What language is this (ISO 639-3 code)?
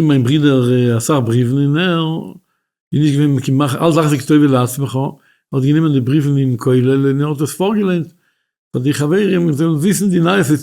yid